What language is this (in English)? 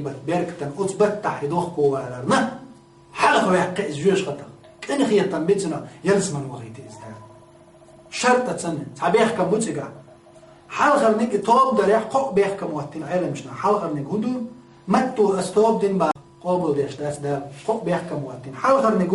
Chechen